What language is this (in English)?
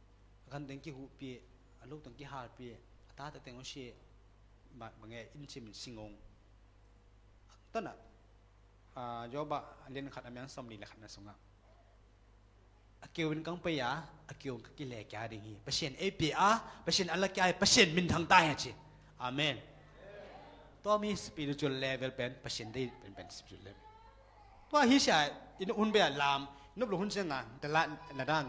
Thai